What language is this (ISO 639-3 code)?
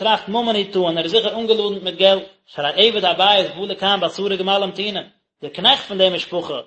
yid